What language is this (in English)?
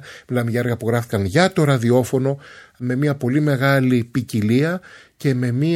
Greek